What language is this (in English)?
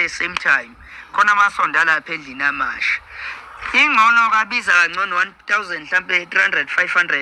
Zulu